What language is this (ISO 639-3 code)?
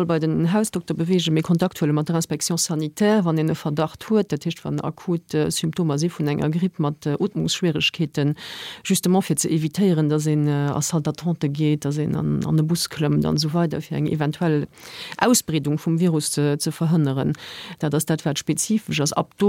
ltz